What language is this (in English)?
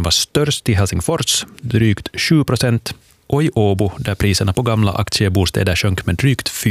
Swedish